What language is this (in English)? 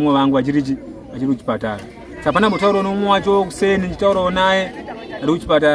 Shona